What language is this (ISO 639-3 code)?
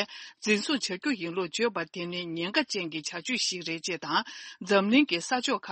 bod